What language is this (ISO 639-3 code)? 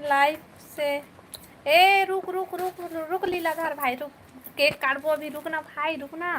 hne